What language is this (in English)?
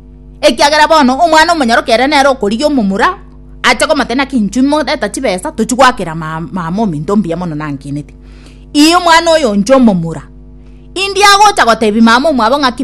Gusii